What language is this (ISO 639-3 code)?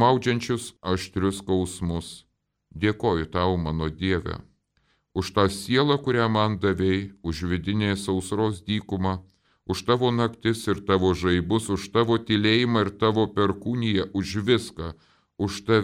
lit